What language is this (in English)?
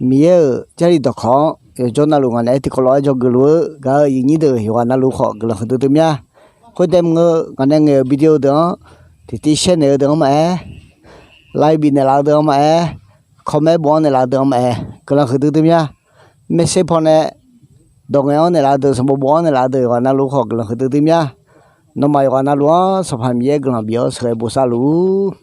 Akha